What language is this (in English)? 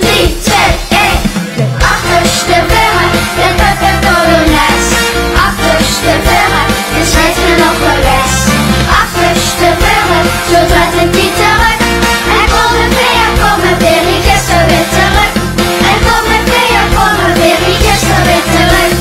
Limburgish